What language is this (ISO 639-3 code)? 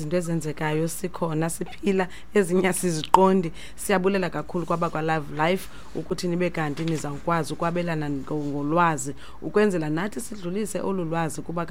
xho